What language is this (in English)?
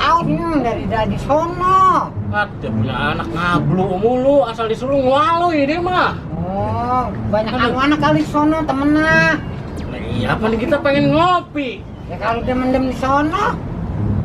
Betawi